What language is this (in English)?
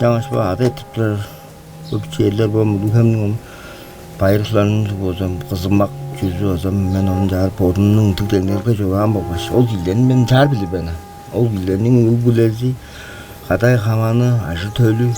Tuvinian